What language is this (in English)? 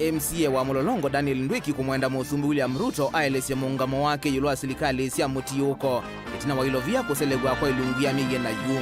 Kamba